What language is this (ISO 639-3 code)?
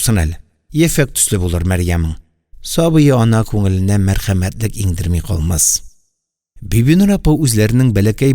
tat